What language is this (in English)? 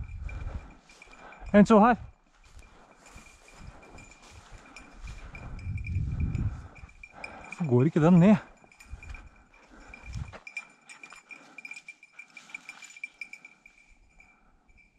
Norwegian